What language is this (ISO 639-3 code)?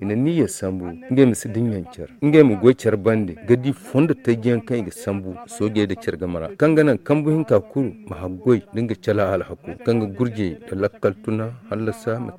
dje